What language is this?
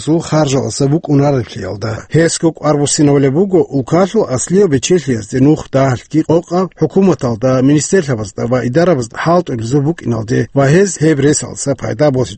Avaric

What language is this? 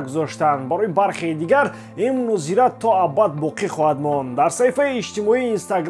Tajik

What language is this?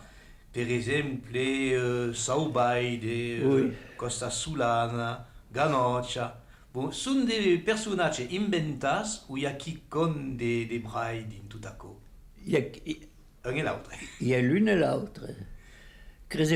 Occitan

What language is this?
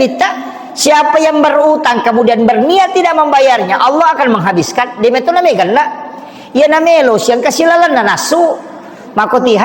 Buginese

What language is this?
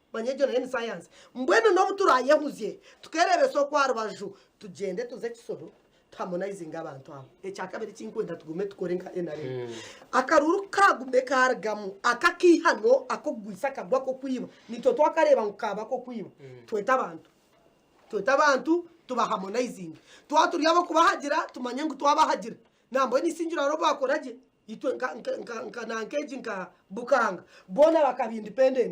Nyankole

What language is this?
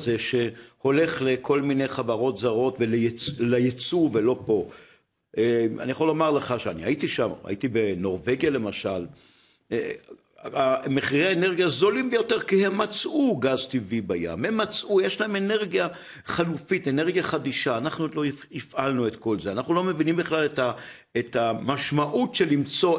Hebrew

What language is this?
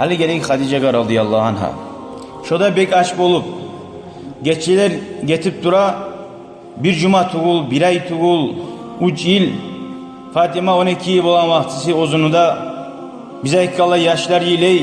Kumyk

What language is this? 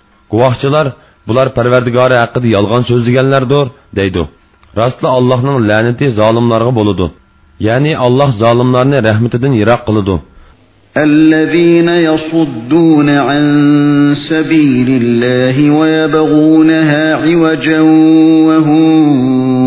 Uyghur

